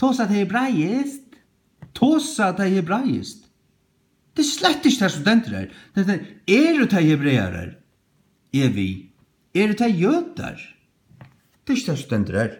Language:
Faroese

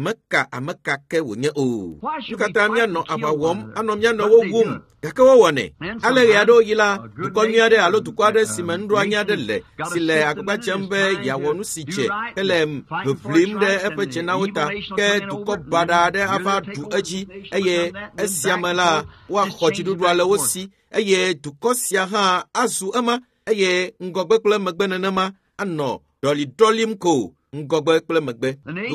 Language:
Ewe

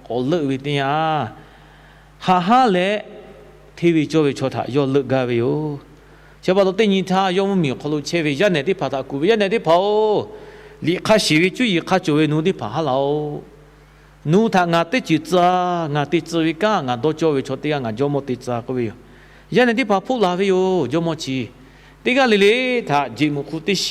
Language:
Lahu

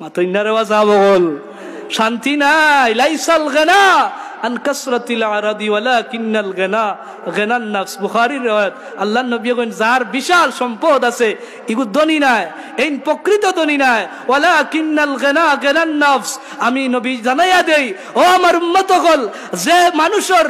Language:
Sylheti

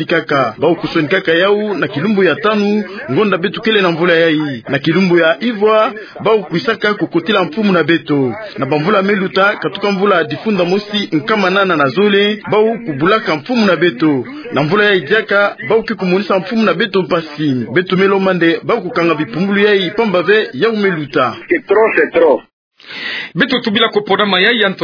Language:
Kituba (Democratic Republic of Congo)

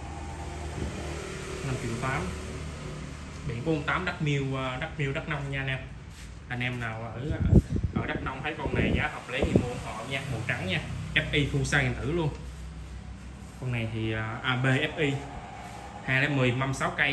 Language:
Vietnamese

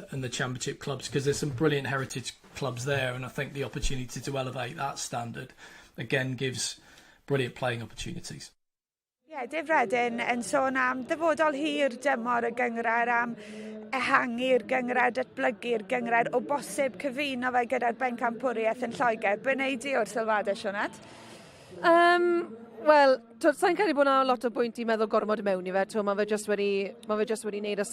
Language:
Welsh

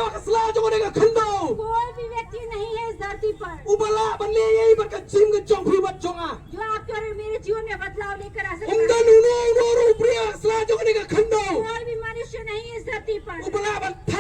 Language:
Khasi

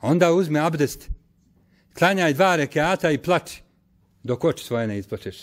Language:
Bosnian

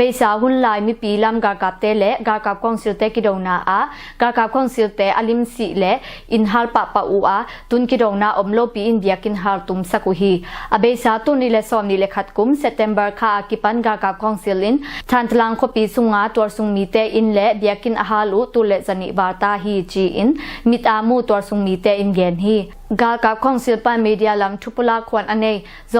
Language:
Tedim Chin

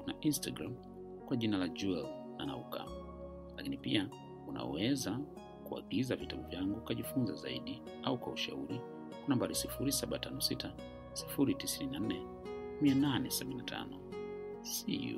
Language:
Swahili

